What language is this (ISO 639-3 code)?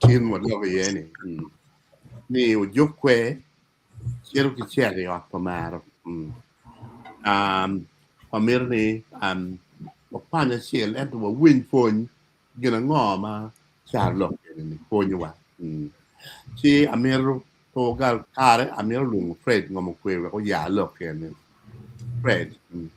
ach